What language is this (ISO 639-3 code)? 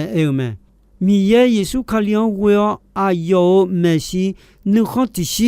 ahk